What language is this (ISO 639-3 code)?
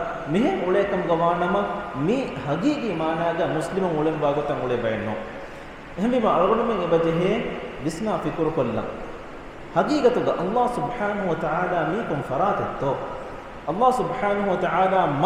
div